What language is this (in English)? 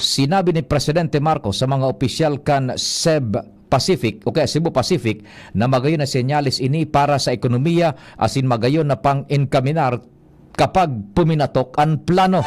Bikol